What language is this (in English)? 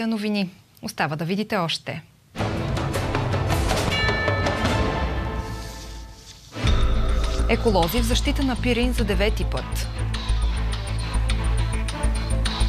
Bulgarian